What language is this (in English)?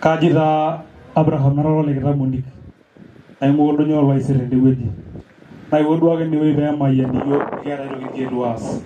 Masai